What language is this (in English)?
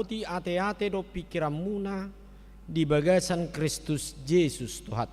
Batak Toba